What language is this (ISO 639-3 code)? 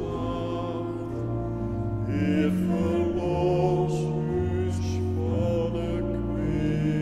fry